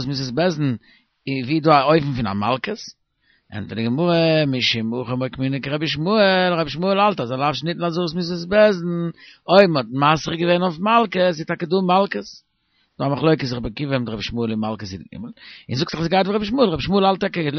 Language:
Yiddish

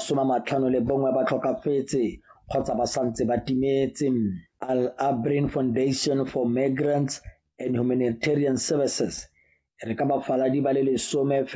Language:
Tswana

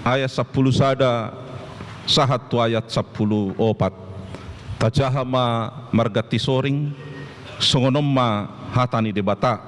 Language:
Batak Toba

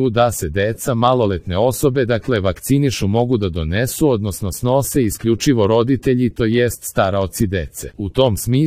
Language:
Serbian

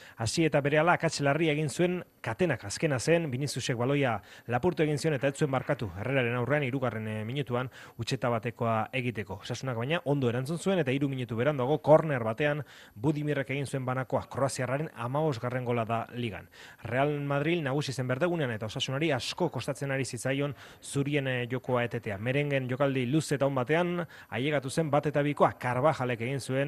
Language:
Basque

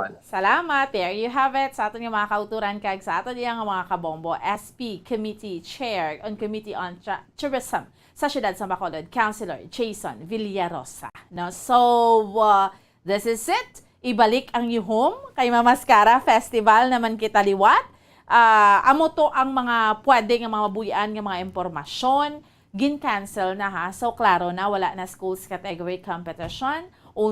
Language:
Hiligaynon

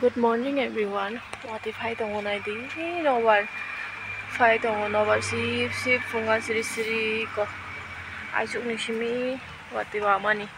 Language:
Kok Borok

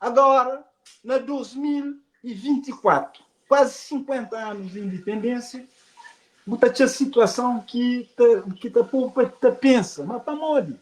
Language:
Kabuverdianu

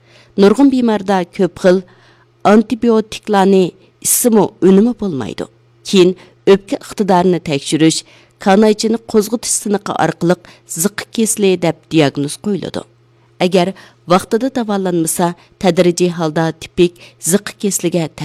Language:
Uyghur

